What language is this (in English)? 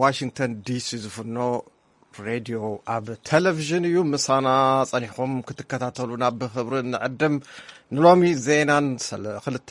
Tigrinya